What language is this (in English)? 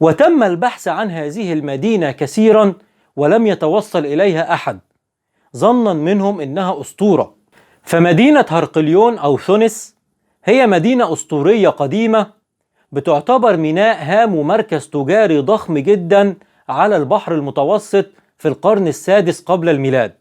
Egyptian Arabic